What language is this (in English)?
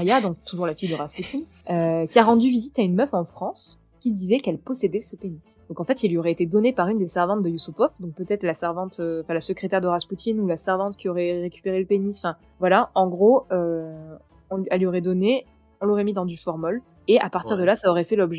French